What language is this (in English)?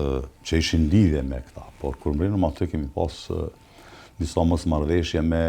Albanian